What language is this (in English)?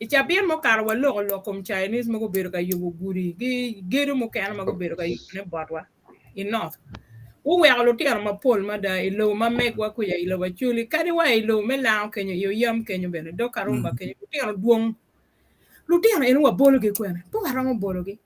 Acoli